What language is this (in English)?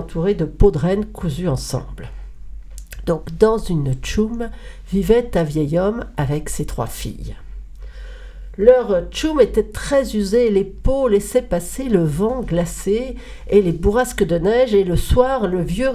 French